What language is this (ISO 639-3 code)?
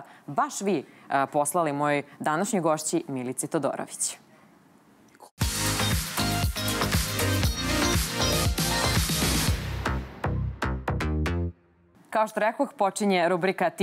srp